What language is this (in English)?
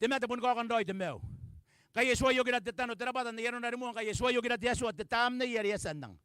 Gilbertese